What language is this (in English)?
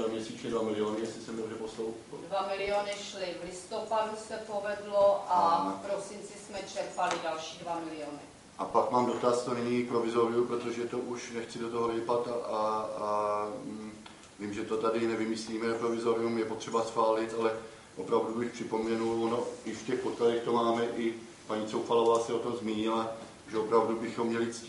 Czech